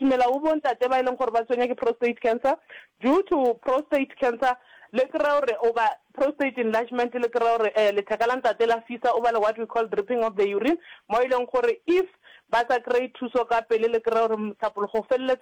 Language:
Northern Sotho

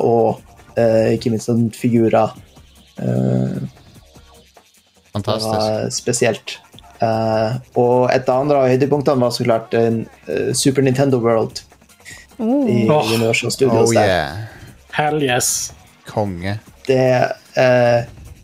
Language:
Norwegian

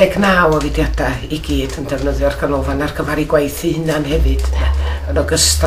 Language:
Welsh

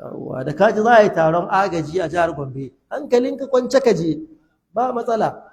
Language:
Hausa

